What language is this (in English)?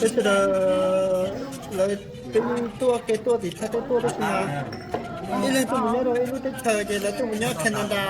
Hmong